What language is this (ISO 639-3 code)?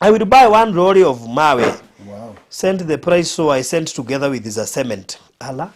kik